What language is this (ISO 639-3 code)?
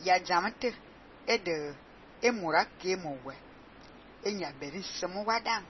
fan